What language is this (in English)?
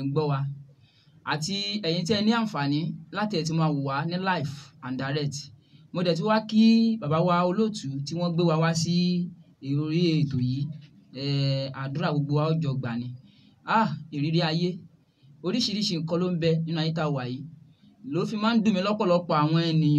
Yoruba